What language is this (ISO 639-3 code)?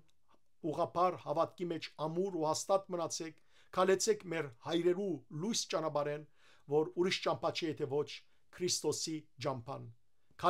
hyw